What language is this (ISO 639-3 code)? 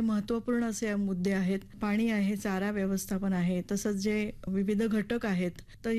mar